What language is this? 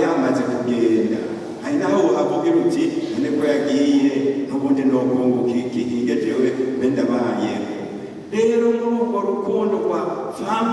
Rundi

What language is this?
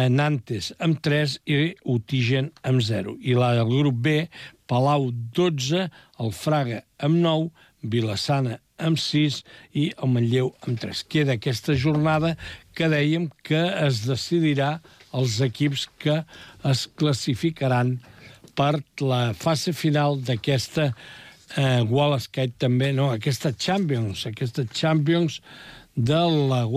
Catalan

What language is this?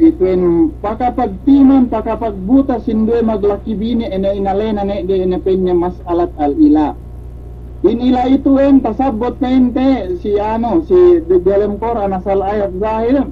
Yakan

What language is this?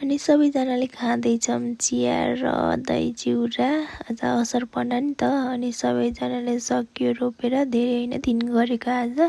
Nepali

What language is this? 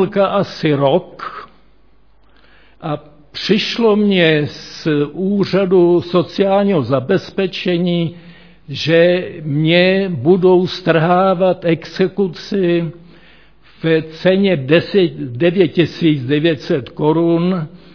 Czech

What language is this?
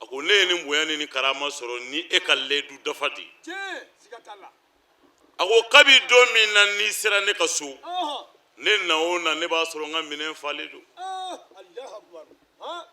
Bambara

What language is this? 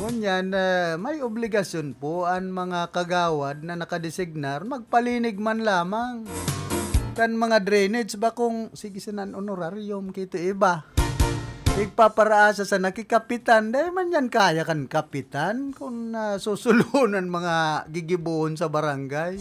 Bikol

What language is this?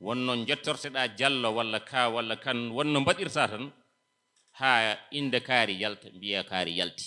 Fula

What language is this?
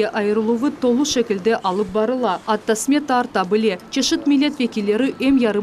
Crimean Tatar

